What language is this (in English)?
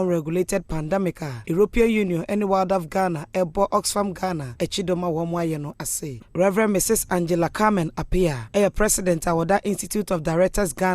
Akan